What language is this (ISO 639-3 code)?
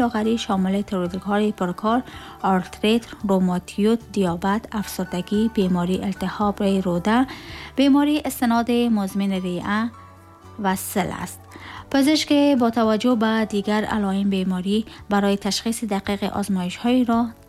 tgk